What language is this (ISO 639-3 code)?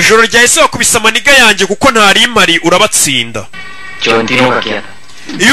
kin